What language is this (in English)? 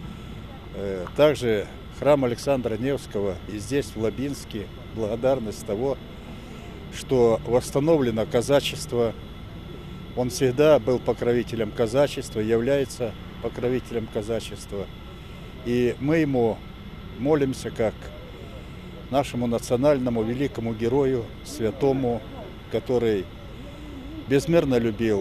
Russian